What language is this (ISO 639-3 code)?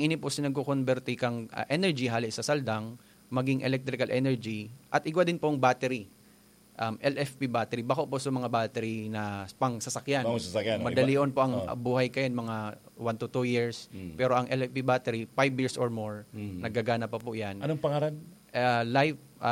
bik